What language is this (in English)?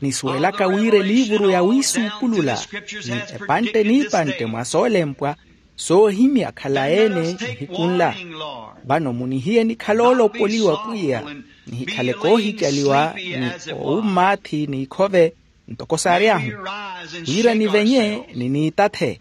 Makhuwa